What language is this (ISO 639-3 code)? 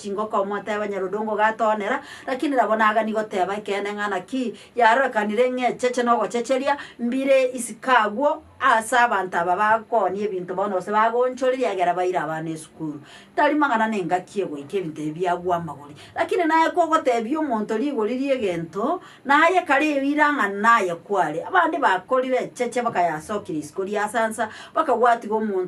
guz